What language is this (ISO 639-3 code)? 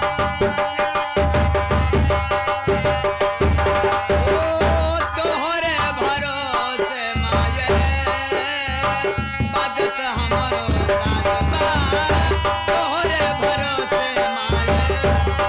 bho